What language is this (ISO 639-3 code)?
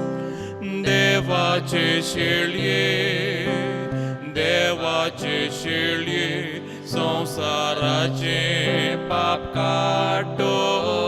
kok